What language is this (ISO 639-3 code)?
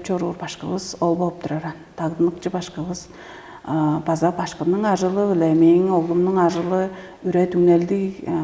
tyv